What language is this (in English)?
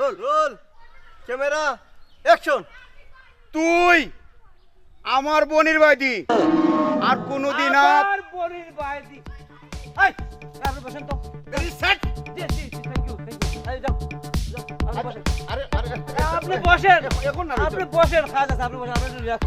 Sylheti